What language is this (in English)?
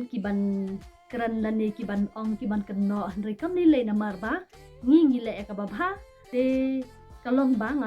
Khasi